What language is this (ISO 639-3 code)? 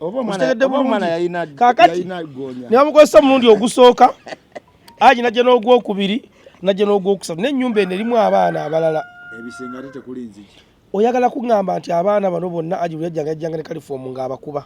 lug